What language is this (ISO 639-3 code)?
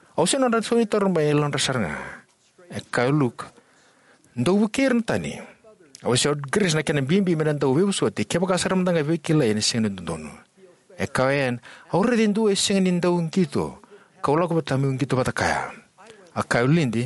fij